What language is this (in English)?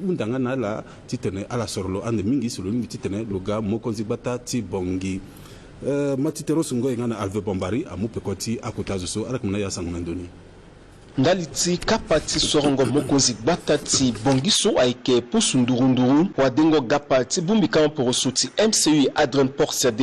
Sango